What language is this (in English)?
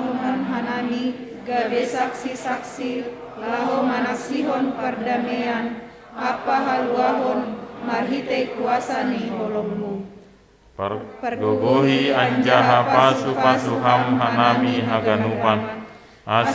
Batak Simalungun